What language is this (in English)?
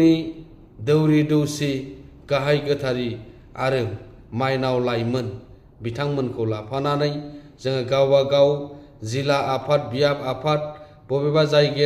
Bodo